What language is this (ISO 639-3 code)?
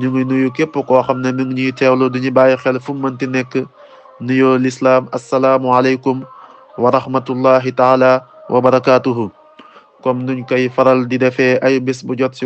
wol